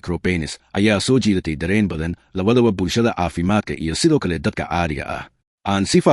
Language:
Somali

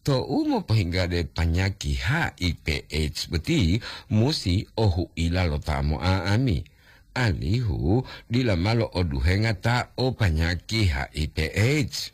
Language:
Gorontalo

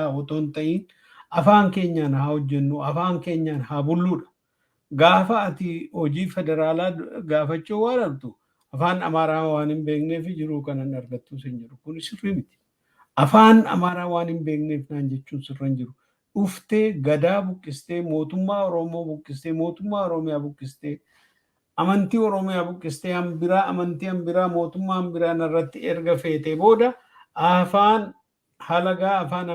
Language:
Oromo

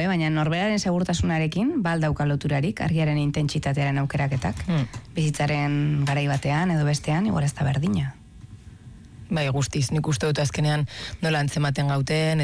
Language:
Basque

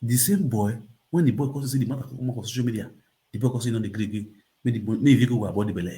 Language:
Nigerian Pidgin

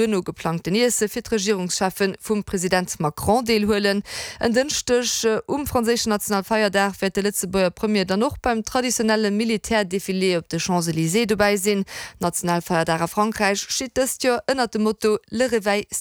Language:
Luxembourgish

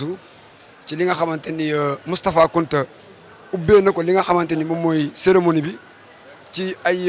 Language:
Wolof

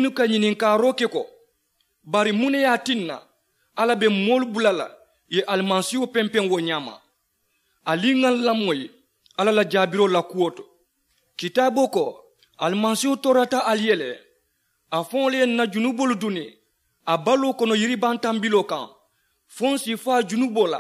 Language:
Mandingo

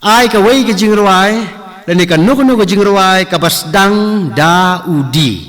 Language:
Khasi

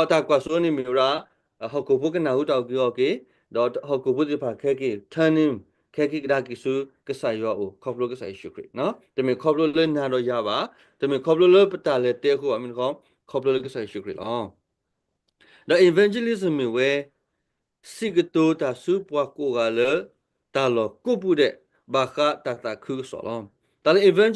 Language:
S'gaw Karen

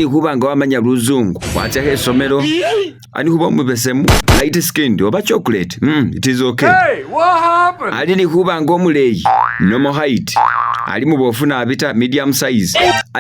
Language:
Masaaba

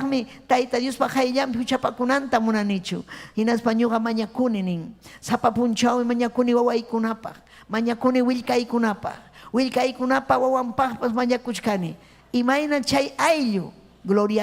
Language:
Ayacucho Quechua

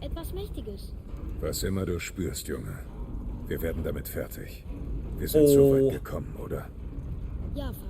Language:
Bavarian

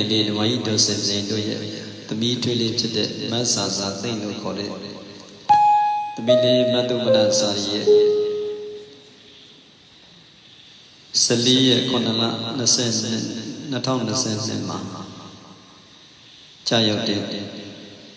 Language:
Burmese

